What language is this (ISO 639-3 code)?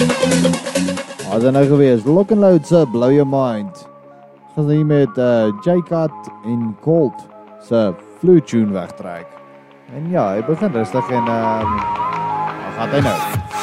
afr